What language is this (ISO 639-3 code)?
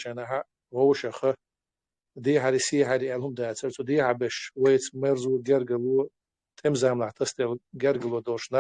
che